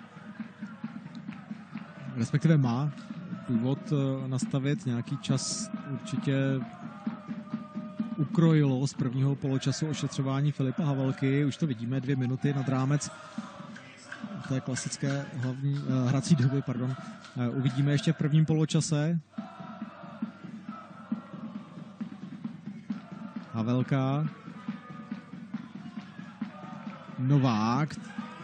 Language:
Czech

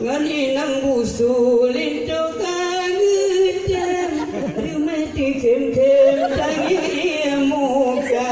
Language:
Achinese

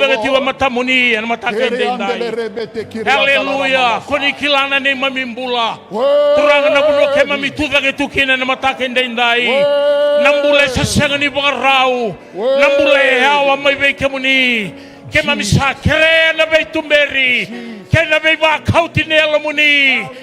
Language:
Fijian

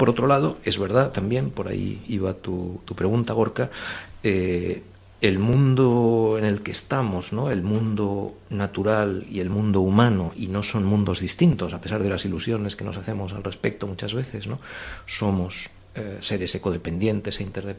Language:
Spanish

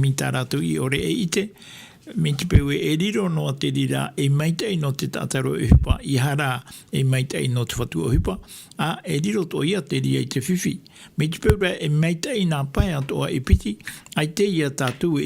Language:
Tahitian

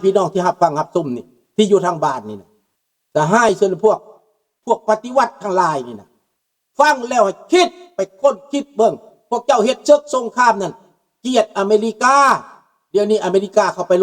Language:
Lao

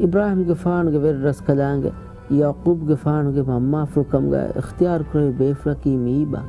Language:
Divehi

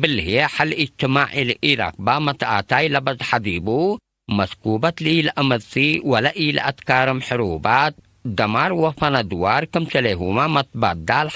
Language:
Tigre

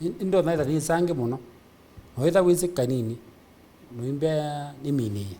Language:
Kamba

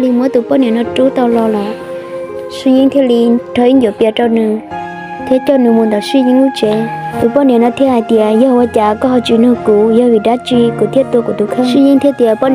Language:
Hmong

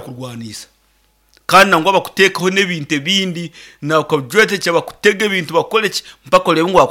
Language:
Nyankole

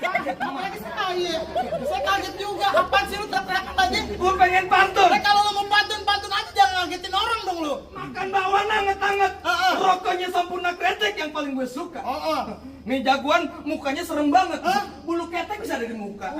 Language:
Betawi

